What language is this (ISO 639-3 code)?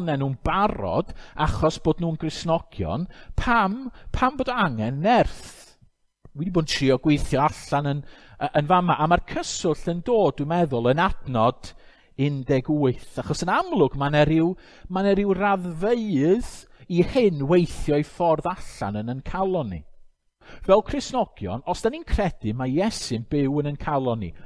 cym